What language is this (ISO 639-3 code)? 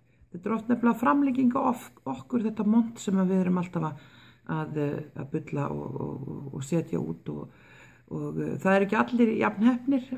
isl